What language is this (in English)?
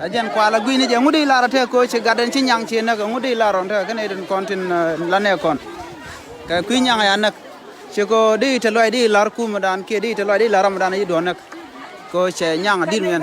Nuer